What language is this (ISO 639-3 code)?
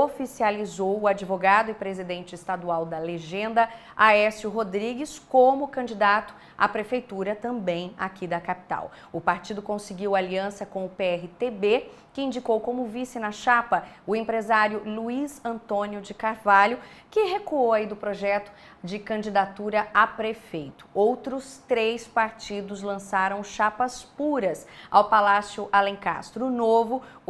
por